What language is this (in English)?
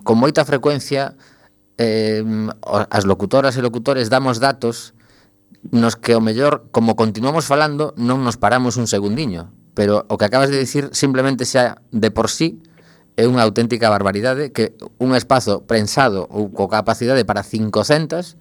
Galician